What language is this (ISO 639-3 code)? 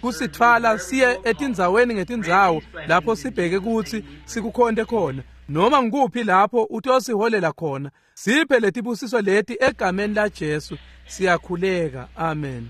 ssw